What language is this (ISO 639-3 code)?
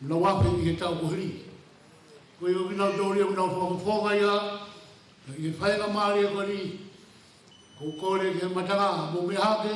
ton